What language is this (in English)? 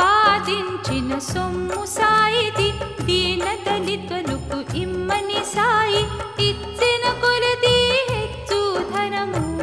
Telugu